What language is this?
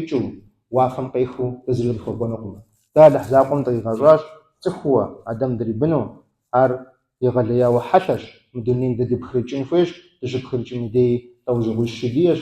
Kabardian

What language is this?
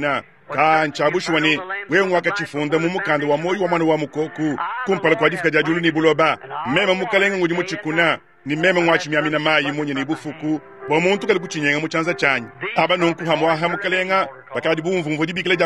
Luba-Lulua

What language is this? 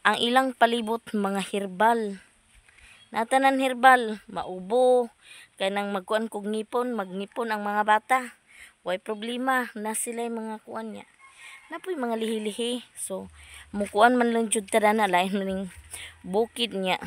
Cebuano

